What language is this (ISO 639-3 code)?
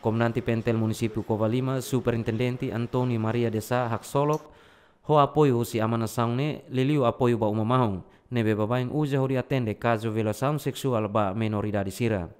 tet